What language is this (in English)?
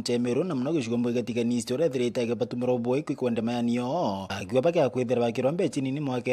Meru